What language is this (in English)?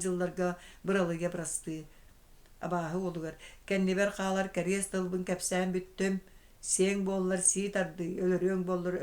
Yakut